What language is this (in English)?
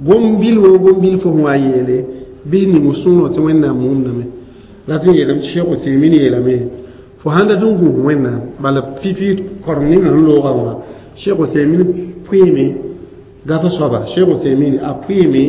Mossi